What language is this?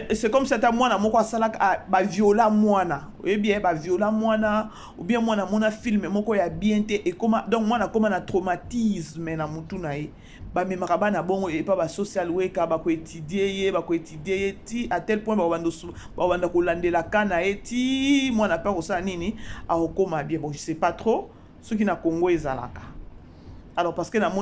Lingala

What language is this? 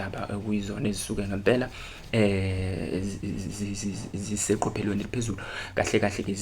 Zulu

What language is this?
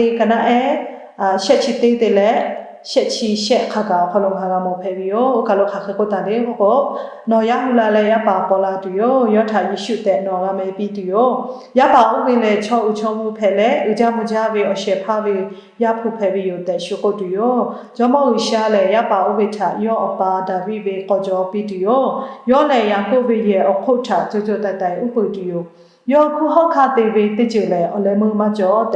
Lahu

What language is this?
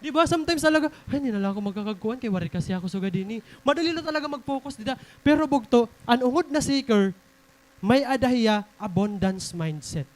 Waray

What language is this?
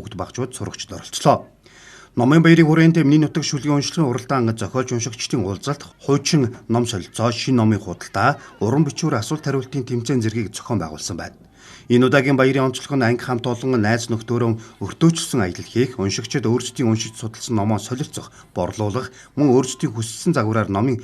Mongolian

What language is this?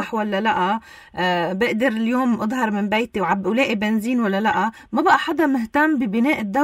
North Levantine Arabic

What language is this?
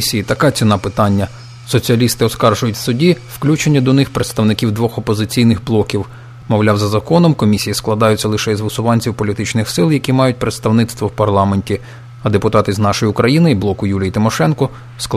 Ukrainian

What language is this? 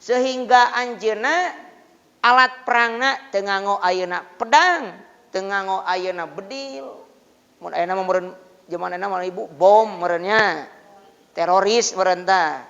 Sundanese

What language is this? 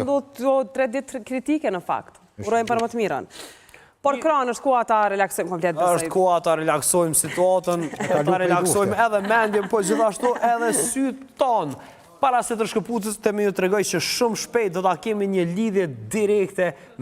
Albanian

